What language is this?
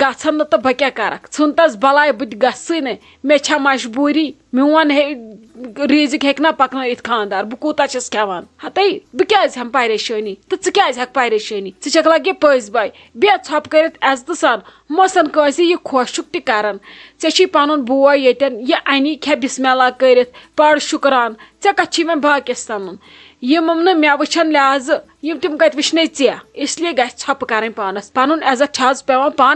Kashmiri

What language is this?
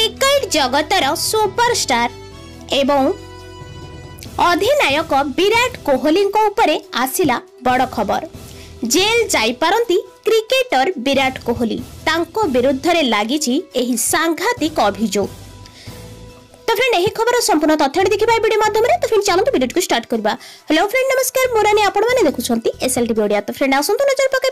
Odia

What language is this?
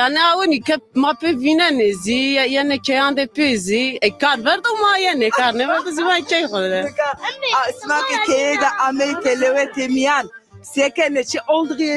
Zaza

